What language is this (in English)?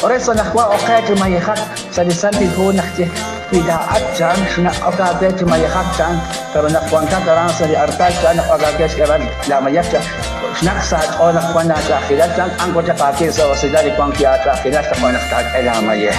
Kekchí